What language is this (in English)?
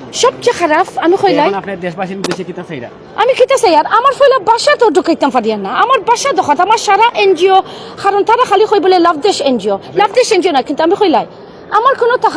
Sylheti